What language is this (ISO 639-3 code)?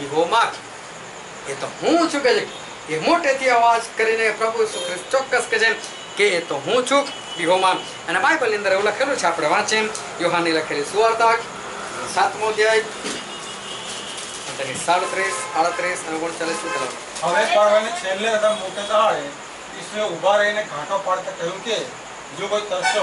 guj